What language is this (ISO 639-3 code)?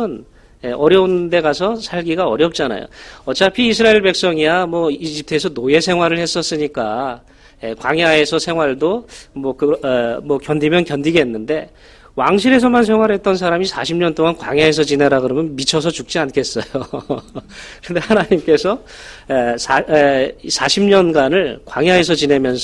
kor